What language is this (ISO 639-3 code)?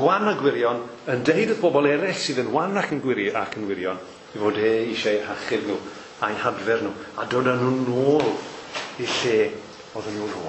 cym